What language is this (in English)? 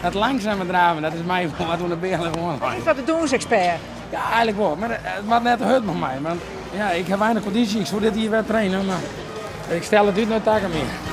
Western Frisian